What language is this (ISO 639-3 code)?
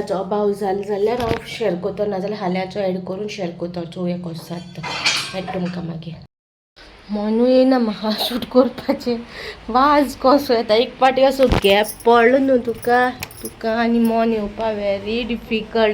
kok